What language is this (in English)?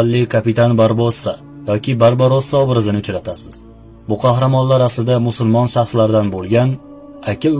Uzbek